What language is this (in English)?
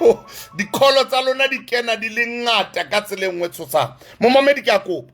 Southern Sotho